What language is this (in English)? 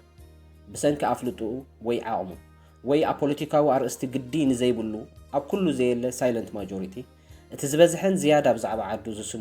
Tigrinya